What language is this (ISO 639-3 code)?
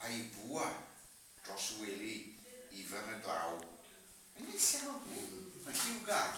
cym